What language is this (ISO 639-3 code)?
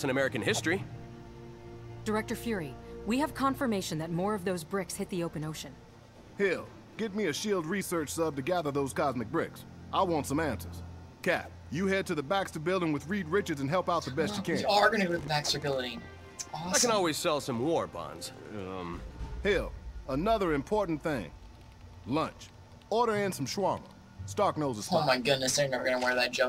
eng